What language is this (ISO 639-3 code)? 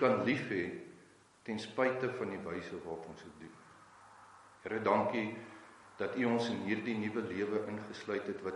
afr